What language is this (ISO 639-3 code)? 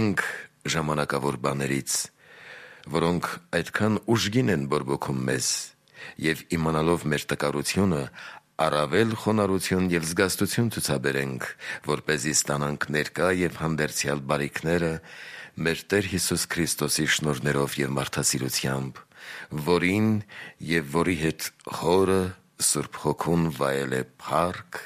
hye